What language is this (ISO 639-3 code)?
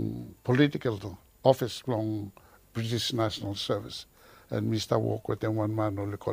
bis